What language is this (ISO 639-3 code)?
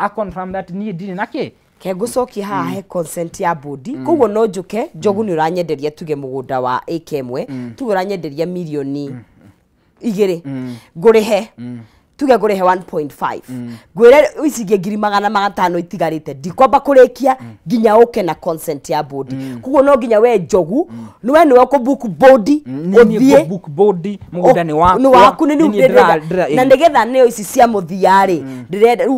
kik